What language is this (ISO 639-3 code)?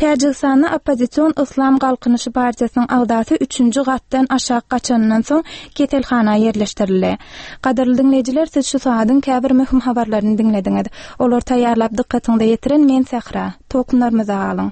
tuk